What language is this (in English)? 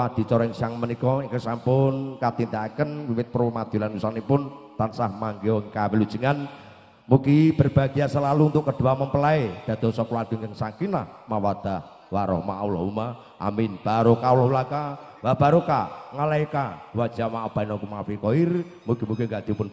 Javanese